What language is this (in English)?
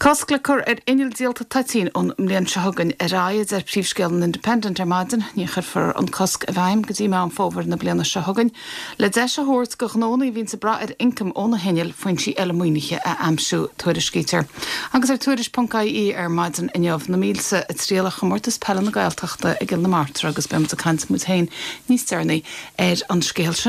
Irish